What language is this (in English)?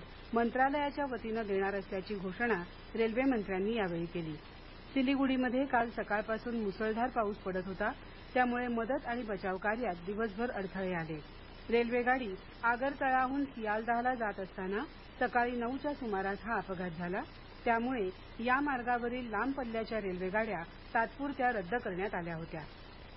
Marathi